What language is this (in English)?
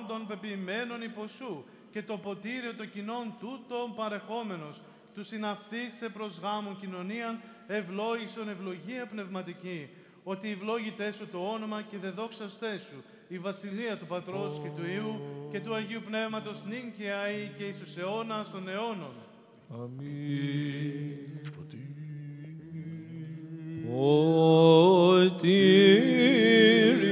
Greek